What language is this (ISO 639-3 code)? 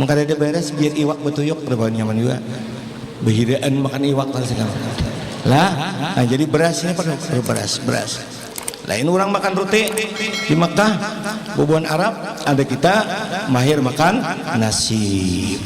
bjn